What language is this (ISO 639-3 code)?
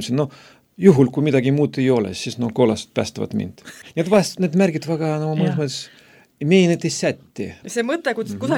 est